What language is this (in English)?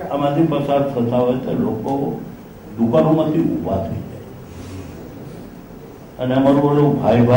Gujarati